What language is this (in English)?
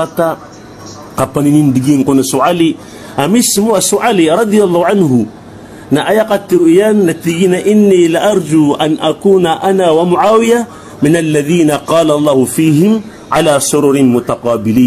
Maranao